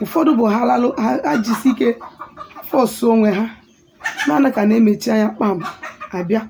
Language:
Igbo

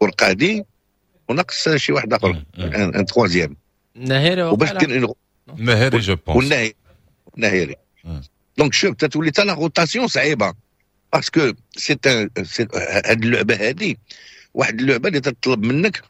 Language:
Moroccan Arabic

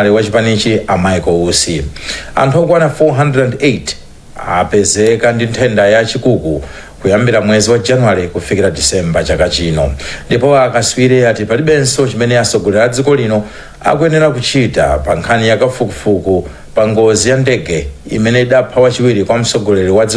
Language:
Nyanja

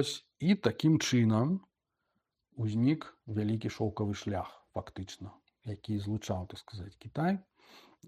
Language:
Belarusian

